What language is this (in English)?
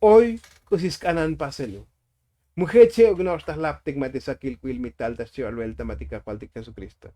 Tzotzil